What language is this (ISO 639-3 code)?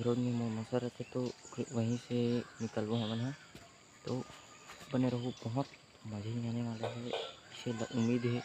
hne